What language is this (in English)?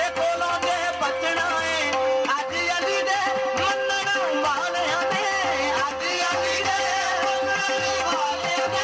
Punjabi